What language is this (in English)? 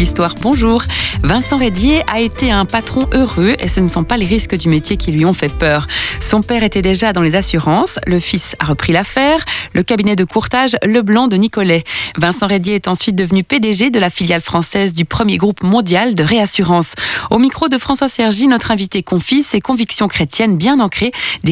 French